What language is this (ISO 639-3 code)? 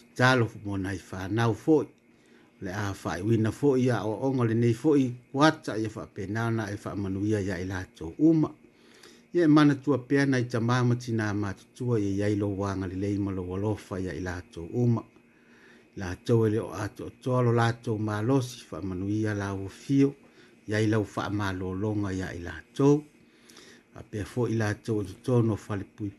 smo